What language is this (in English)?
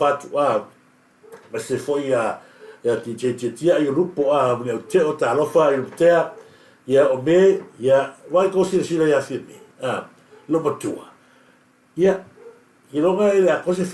Samoan